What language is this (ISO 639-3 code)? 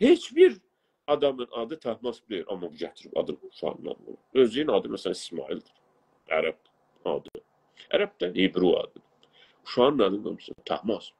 azb